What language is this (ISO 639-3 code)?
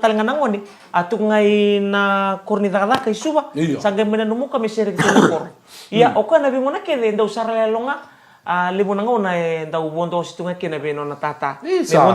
fij